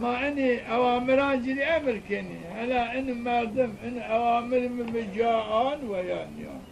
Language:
Zaza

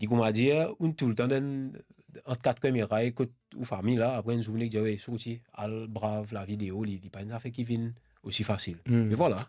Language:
Morisyen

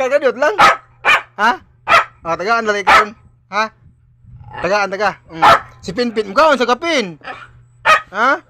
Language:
Cebuano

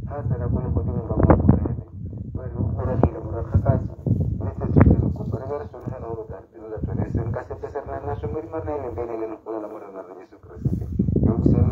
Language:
Tswana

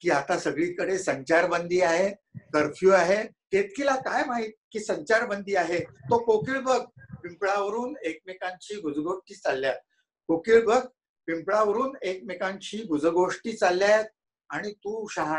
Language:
Marathi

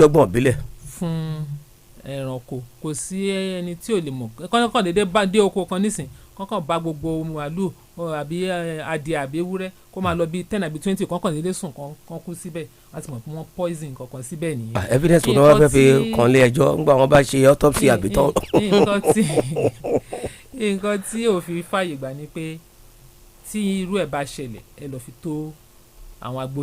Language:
Yoruba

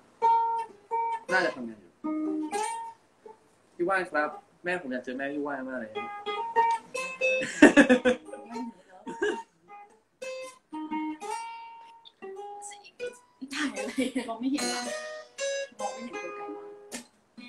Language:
Thai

